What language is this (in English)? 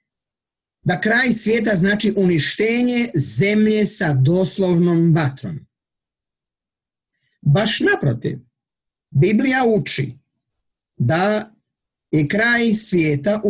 Croatian